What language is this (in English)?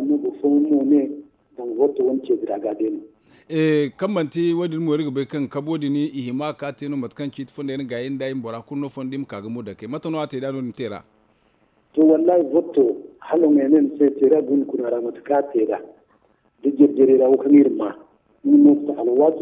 Zarma